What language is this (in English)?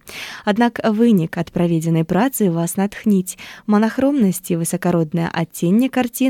Belarusian